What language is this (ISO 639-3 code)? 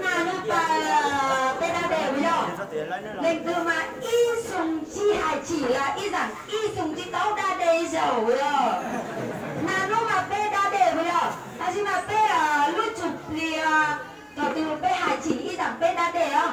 hmn